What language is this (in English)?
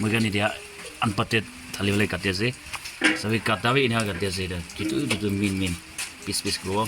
Naga Pidgin